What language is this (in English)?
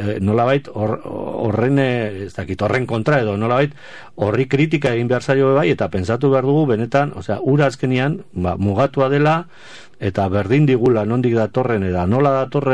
Basque